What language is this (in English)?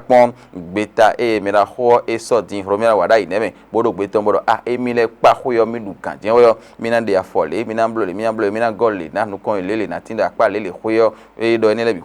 Fon